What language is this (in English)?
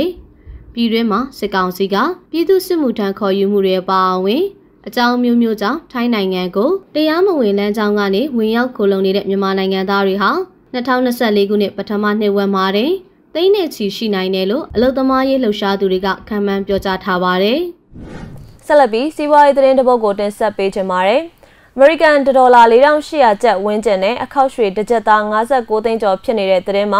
Burmese